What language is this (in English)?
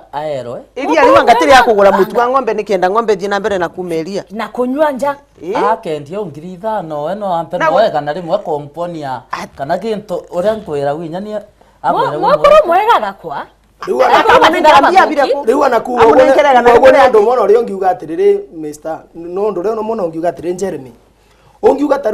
Meru